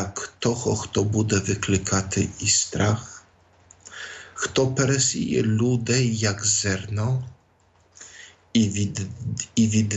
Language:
Ukrainian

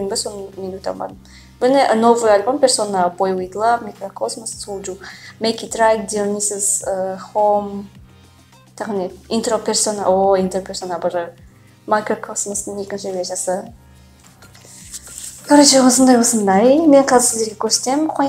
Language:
Kazakh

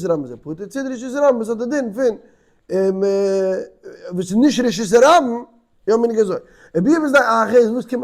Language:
Yiddish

